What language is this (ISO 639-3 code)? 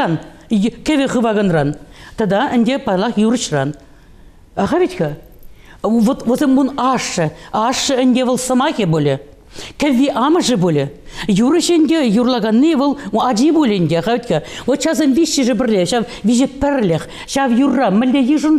chv